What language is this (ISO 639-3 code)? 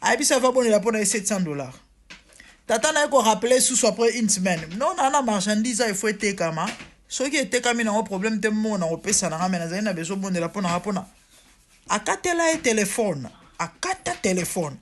lin